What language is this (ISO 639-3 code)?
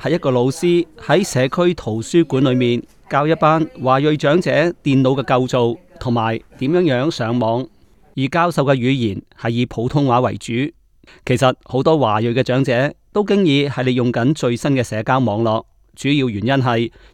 yue